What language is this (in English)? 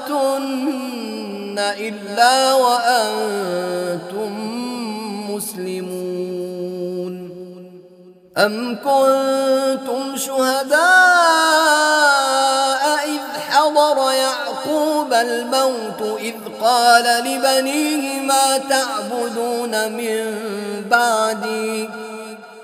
Arabic